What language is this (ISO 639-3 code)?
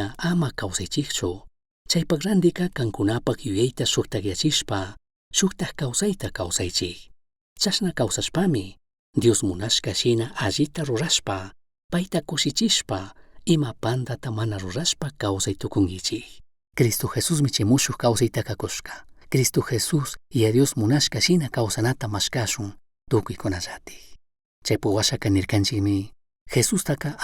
qug